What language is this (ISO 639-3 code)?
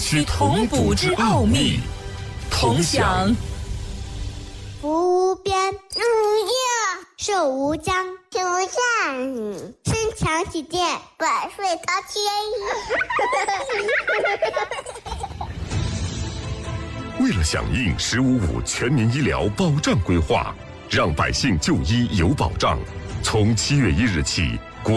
zho